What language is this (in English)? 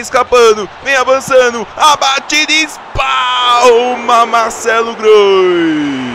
Portuguese